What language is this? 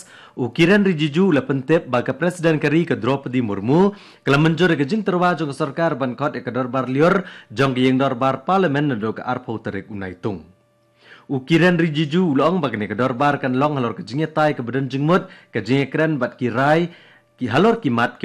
Khasi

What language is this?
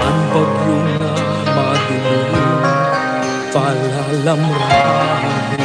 Waray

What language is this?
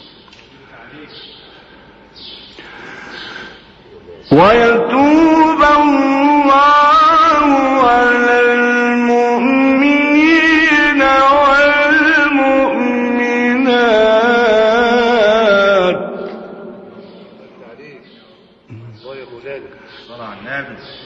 Persian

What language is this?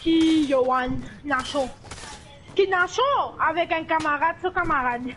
Morisyen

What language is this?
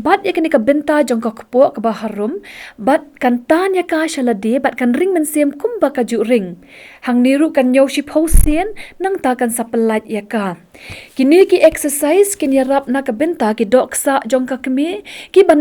Khasi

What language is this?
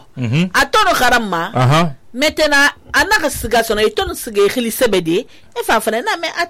Susu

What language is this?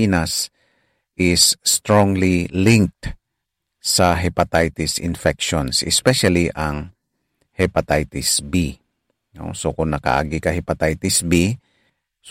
Hiligaynon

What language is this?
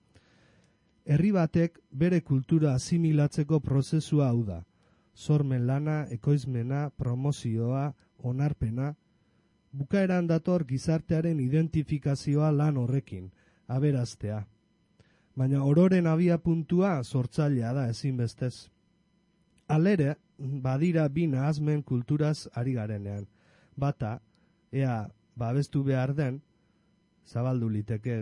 Basque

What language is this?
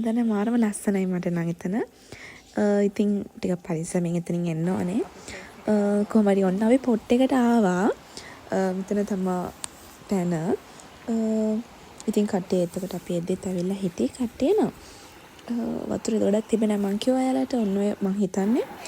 Sinhala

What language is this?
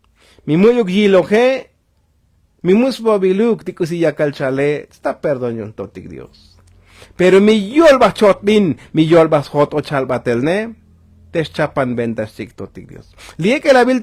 Tzotzil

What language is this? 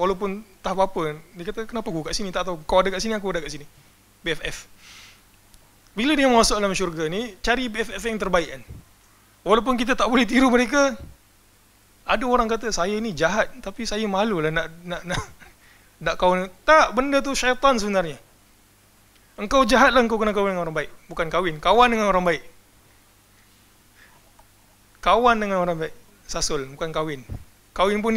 Malay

